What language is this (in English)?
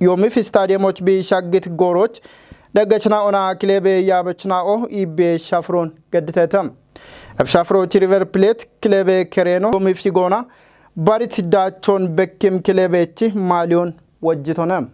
Kafa